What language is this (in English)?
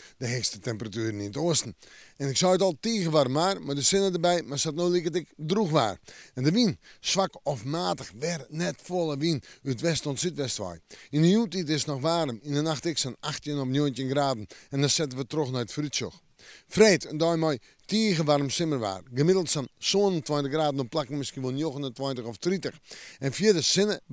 Western Frisian